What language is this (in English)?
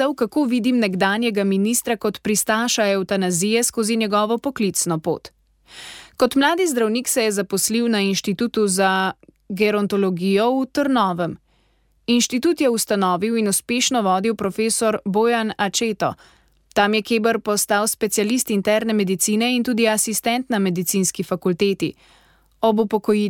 Slovenian